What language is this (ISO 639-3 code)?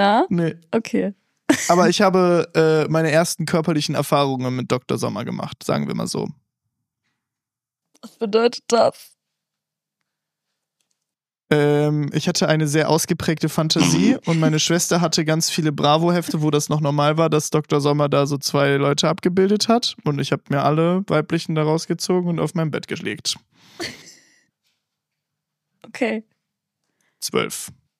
deu